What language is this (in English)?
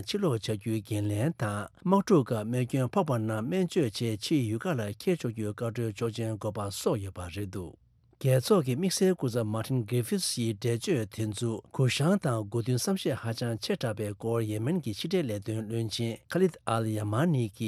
Tibetan